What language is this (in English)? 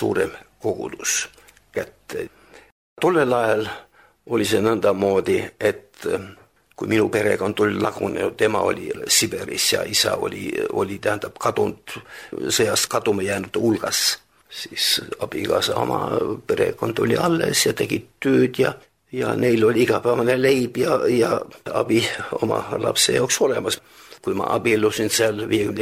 Estonian